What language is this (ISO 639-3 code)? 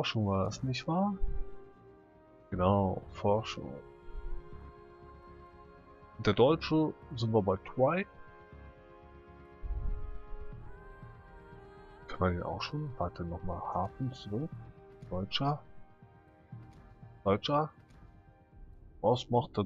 deu